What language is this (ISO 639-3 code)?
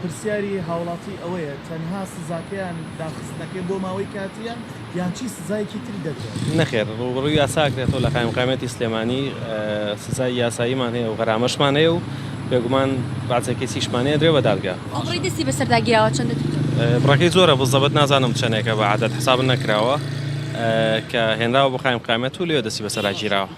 ckb